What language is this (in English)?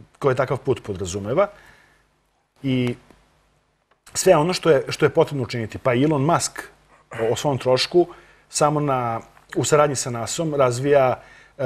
Serbian